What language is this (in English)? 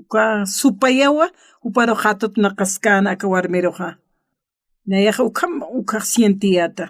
Aymara